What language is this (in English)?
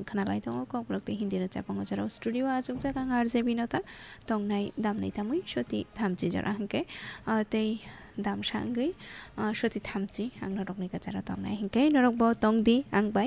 Kok Borok